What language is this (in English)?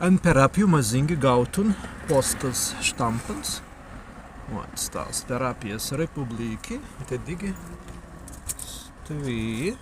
Prussian